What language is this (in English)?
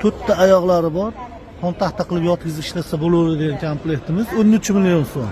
Uzbek